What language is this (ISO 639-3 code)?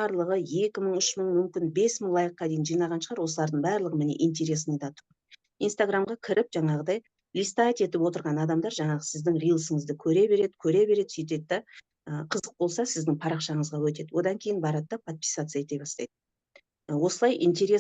kaz